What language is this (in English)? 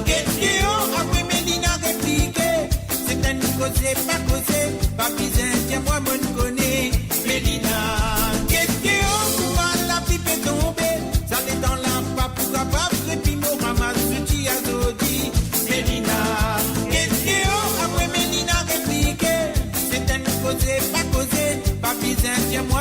Morisyen